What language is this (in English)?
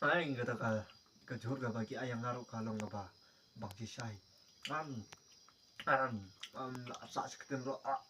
Khasi